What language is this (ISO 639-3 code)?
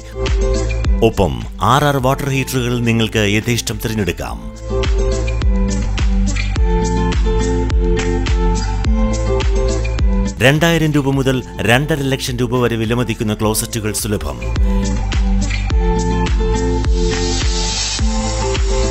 mal